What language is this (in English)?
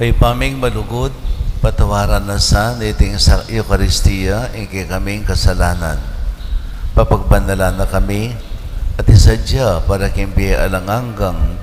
Pampanga